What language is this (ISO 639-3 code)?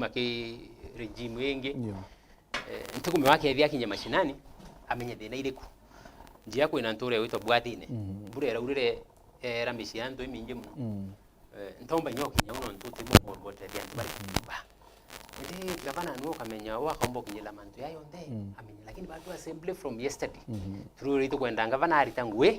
mer